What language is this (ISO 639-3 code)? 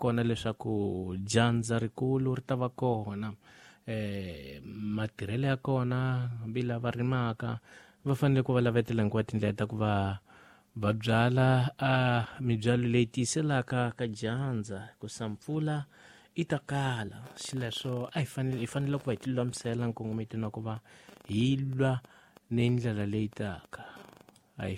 tso